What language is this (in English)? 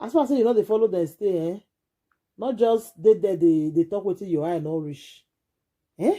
Nigerian Pidgin